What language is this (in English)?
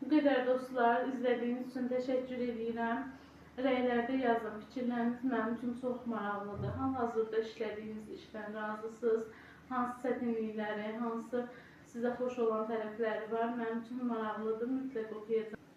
Azerbaijani